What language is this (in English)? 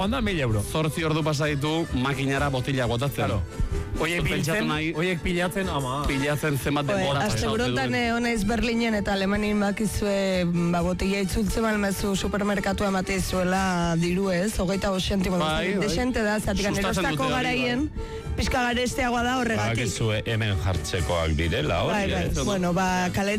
Basque